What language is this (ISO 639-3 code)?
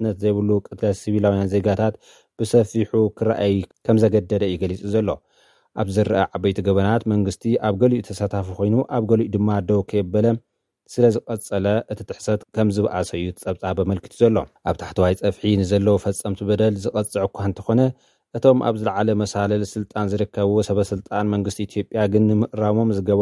tir